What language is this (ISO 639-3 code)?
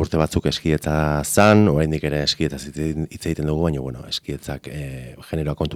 eus